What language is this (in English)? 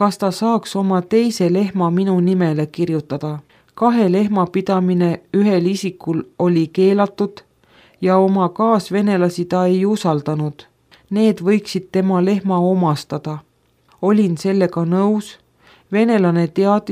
Estonian